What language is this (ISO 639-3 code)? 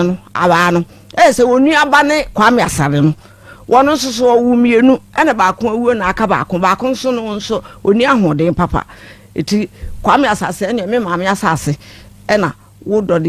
aka